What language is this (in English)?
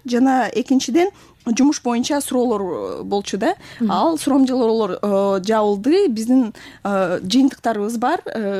Kyrgyz